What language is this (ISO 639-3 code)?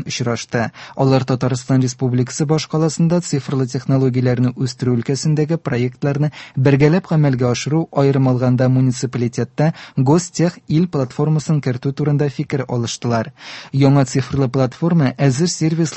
tat